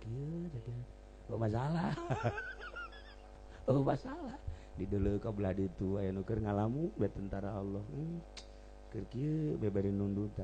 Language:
Sundanese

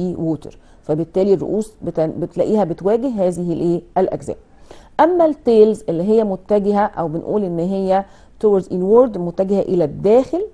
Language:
Egyptian Arabic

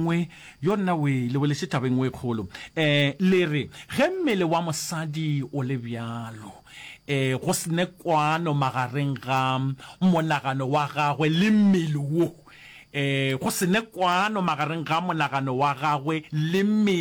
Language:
Northern Sotho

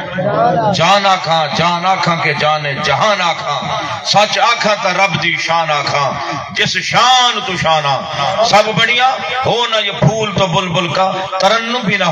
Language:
Saraiki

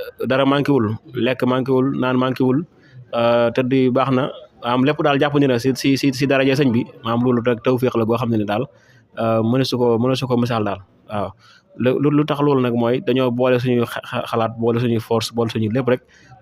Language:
Wolof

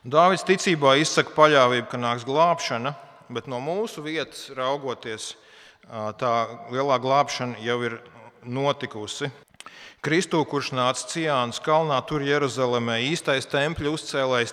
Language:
Latvian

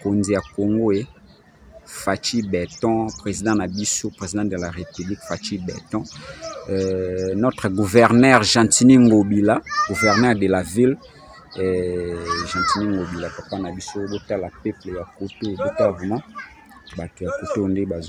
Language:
Lingala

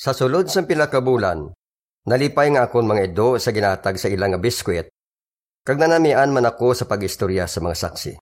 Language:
Hiligaynon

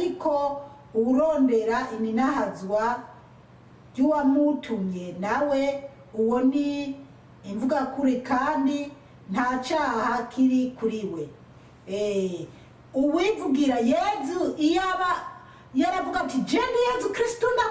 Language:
Rundi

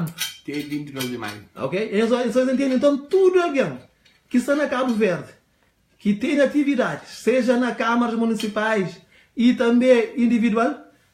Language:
Kabuverdianu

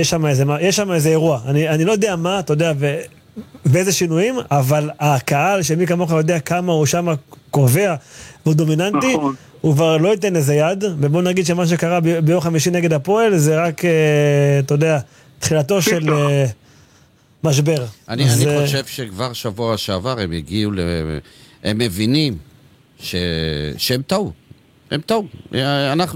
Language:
Hebrew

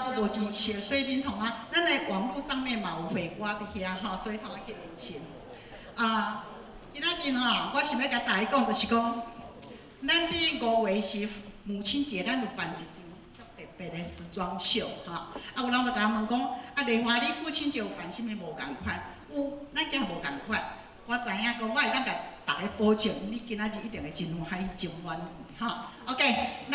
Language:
Min Nan Chinese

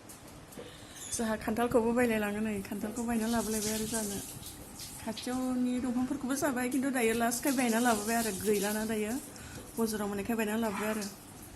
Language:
Bodo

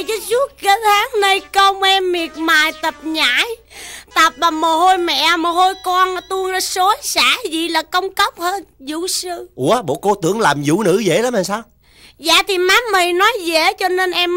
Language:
Vietnamese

